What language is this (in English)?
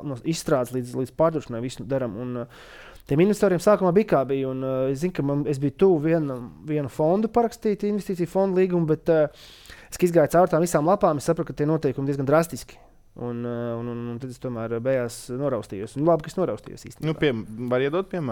Latvian